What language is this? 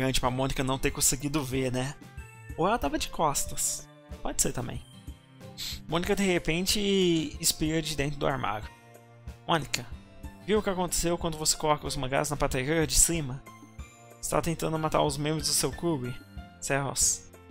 Portuguese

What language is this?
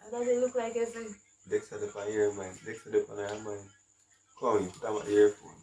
Jamaican Creole English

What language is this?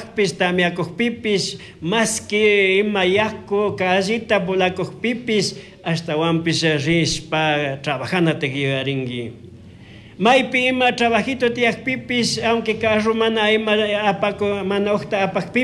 Chimborazo Highland Quichua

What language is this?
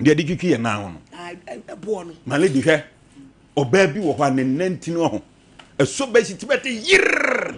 Akan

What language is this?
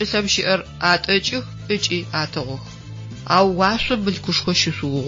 Adyghe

